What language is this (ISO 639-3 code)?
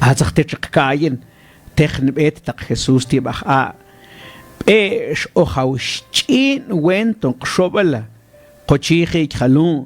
mam